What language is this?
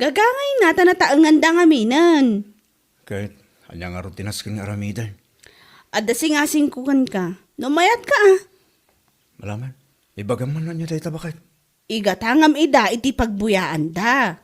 Iloko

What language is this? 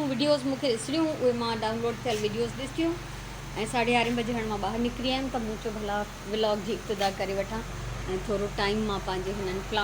Sindhi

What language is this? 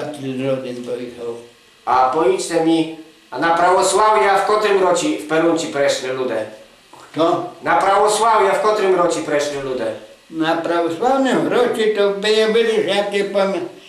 Rusyn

